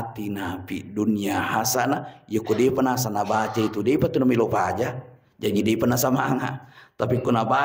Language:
Buginese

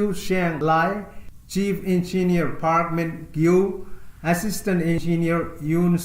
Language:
Pohnpeian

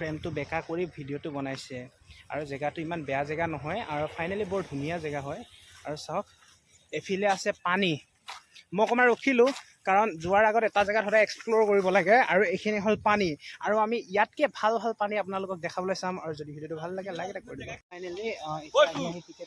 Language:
Assamese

